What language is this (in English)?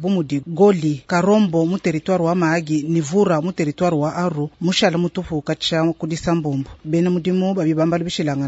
Luba-Lulua